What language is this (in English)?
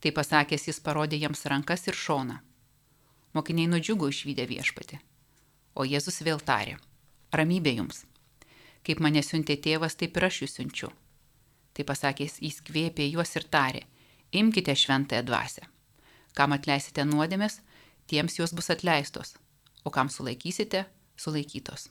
Lithuanian